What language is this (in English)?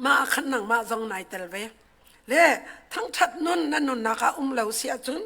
Hakha Chin